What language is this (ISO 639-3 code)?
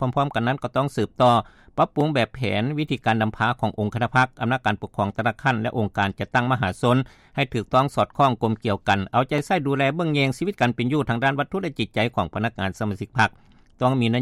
lao